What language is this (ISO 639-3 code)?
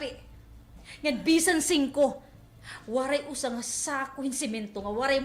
war